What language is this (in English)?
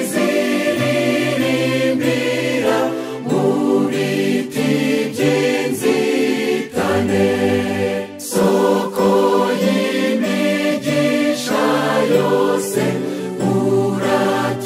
Kinyarwanda